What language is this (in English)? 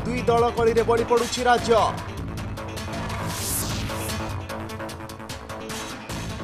Odia